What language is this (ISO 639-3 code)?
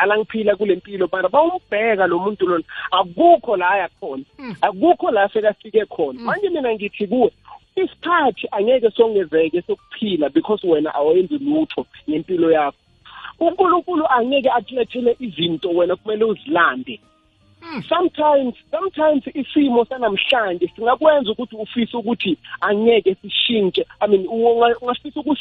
nbl